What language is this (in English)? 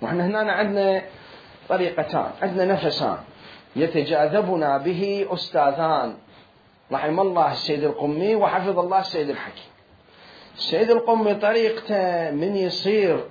Mesopotamian Arabic